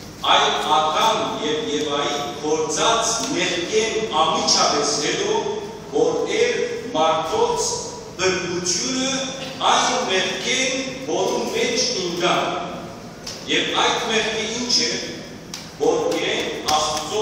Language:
Western Armenian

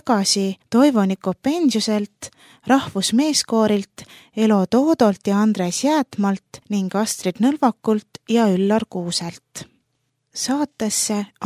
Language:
Estonian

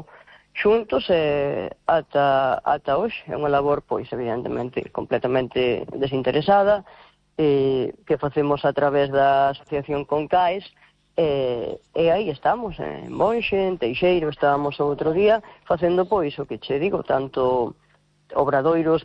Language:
Galician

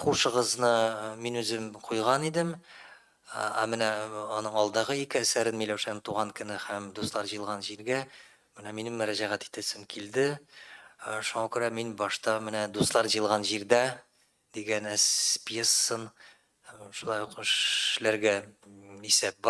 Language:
Tatar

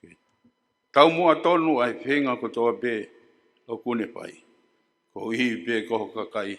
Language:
Tongan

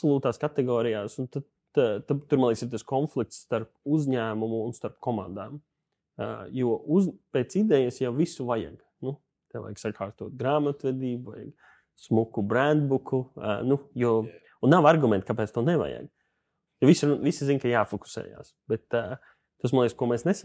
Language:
Latvian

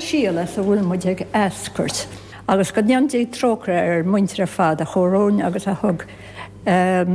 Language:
Irish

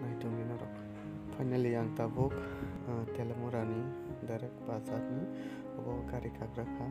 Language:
Kok Borok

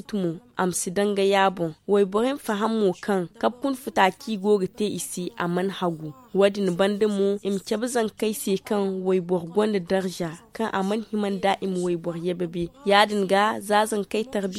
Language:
Zarma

